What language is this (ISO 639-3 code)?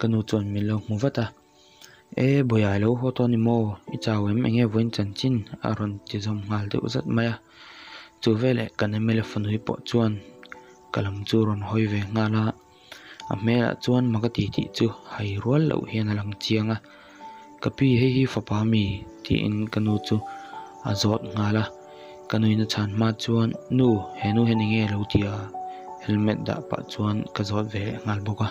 lus